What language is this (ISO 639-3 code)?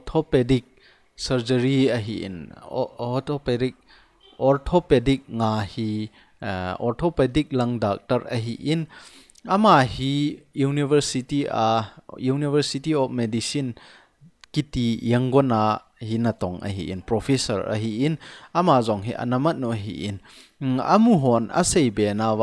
tcz